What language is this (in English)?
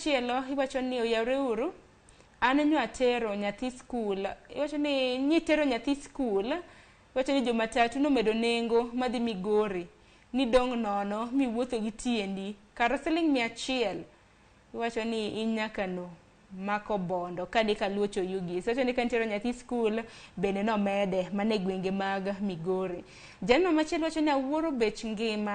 Luo (Kenya and Tanzania)